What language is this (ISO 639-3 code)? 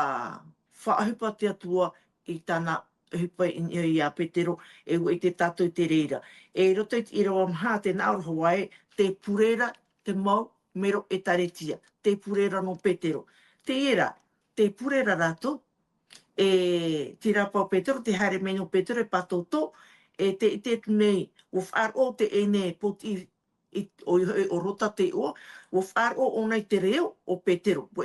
tah